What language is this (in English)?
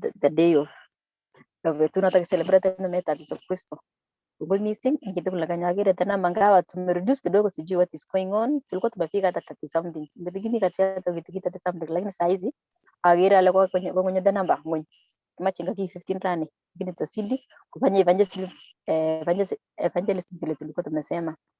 Kalenjin